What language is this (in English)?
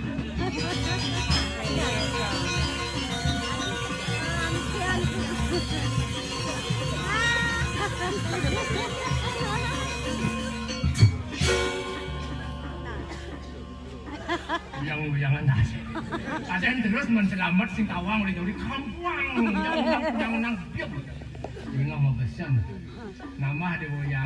Balinese